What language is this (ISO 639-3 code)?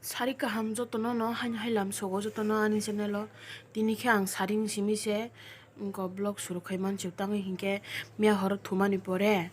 trp